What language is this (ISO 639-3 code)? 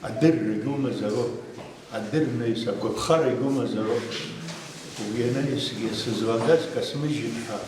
abk